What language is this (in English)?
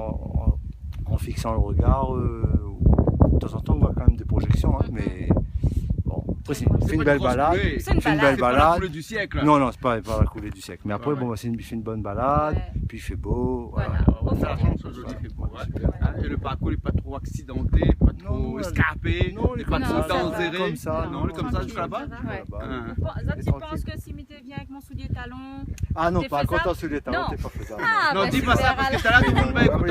Réunion Creole French